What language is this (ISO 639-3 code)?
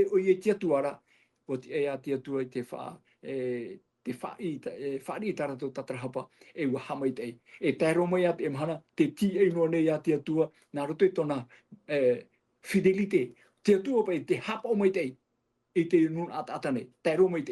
tah